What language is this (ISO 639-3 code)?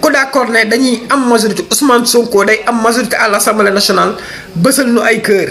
wol